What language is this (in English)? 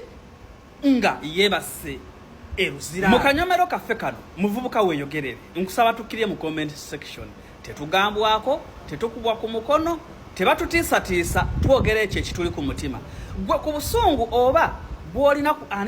Ganda